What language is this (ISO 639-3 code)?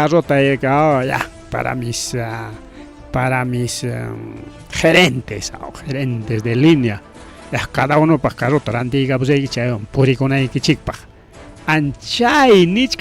quy